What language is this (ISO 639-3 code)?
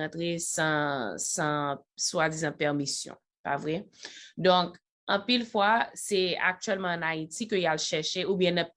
hat